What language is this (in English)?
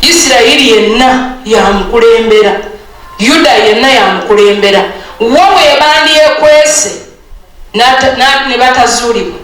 Ganda